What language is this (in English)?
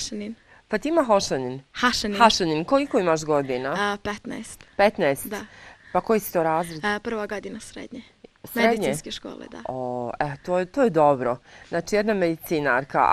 Bosnian